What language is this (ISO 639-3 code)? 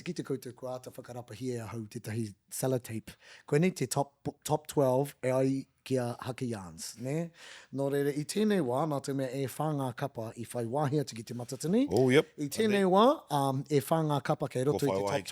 mri